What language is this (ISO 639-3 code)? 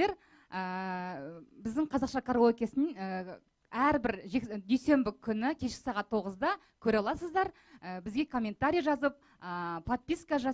kaz